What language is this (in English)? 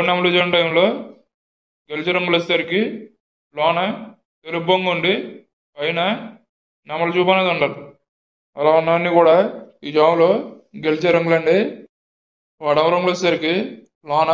Telugu